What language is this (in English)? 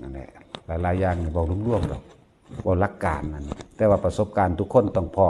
Northeastern Thai